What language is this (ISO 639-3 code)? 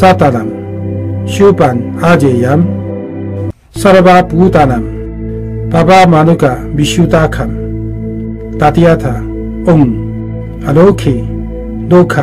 san